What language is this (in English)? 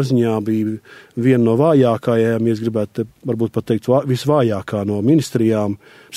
Latvian